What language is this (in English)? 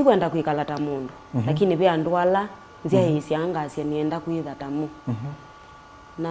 Kamba